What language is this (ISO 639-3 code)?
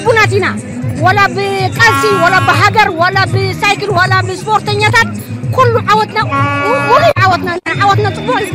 tir